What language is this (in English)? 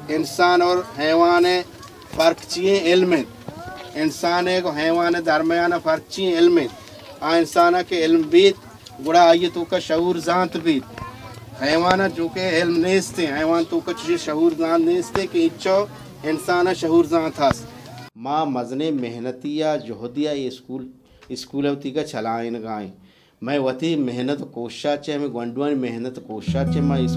Baluchi